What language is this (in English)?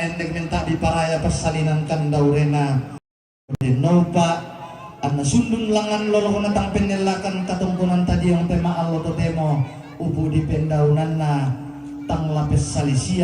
Toraja-Sa'dan